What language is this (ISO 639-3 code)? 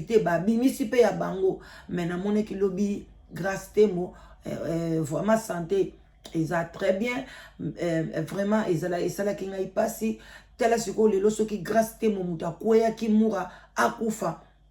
lin